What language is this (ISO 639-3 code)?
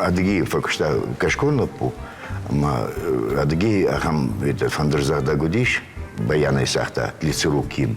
oss